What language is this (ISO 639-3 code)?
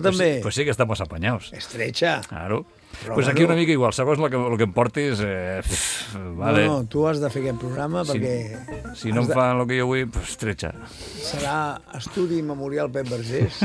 cat